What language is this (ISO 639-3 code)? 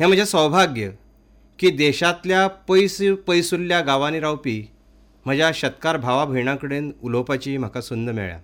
kok